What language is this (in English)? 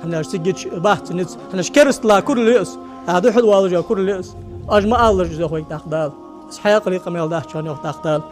Ingush